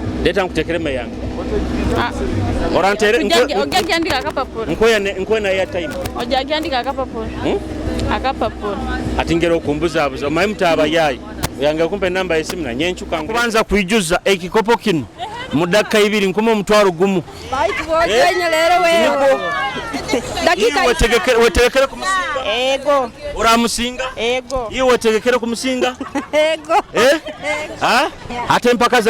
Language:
Nyoro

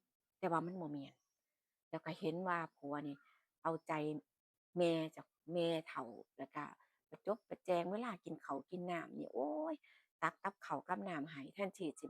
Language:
Northeastern Thai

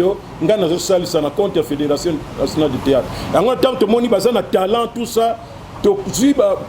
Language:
Lingala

